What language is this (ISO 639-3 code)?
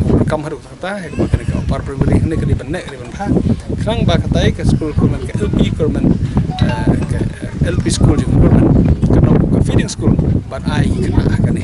kha